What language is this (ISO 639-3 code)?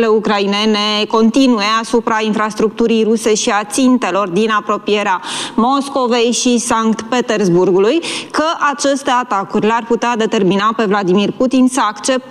ron